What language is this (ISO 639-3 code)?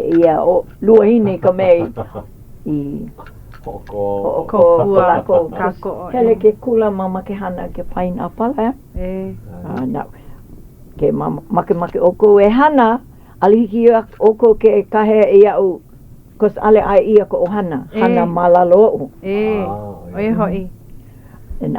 haw